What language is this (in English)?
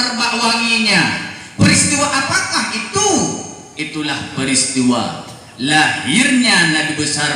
Achinese